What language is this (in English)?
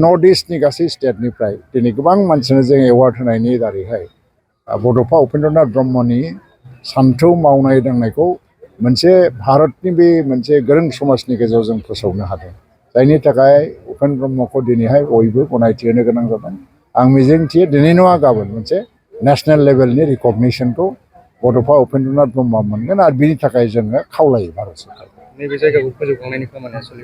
Bodo